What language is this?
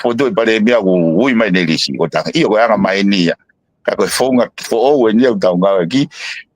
Tongan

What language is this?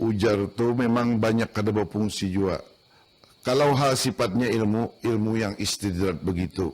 Banjar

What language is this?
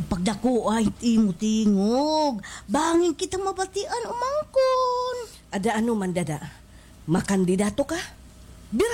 Waray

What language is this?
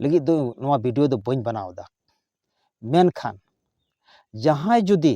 Santali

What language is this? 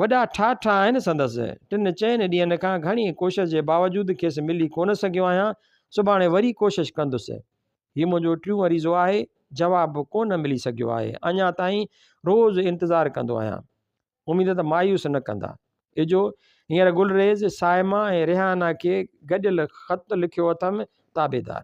Sindhi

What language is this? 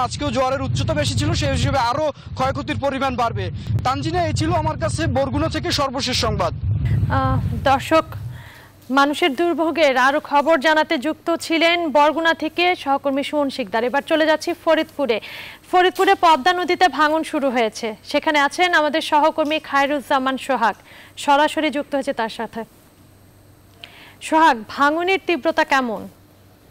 Bangla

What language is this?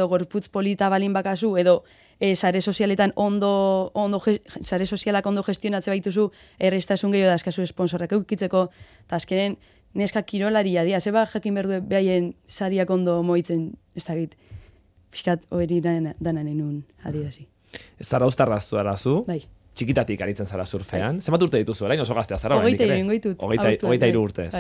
Basque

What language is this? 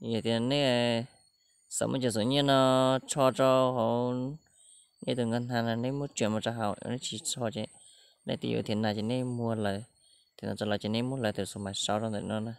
Hmong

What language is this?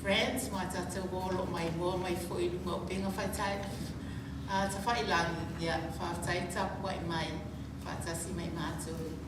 Samoan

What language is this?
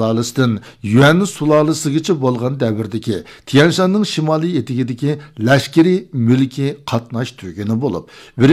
Uyghur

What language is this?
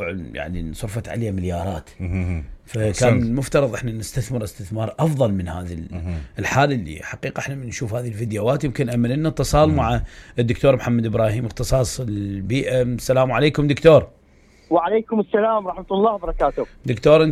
Mesopotamian Arabic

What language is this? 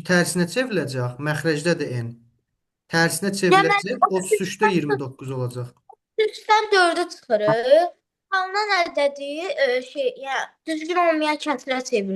Azerbaijani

